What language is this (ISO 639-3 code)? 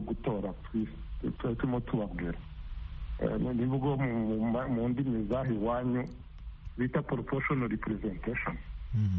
kin